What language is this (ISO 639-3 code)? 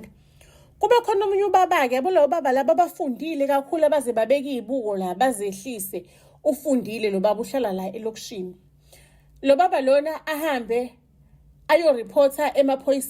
zul